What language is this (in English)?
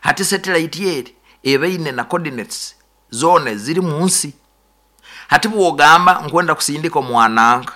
Nyoro